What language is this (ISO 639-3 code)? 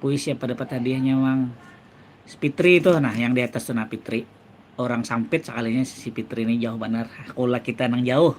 bjn